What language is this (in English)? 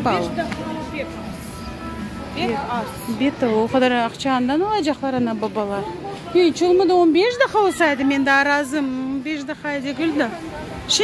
Crimean Tatar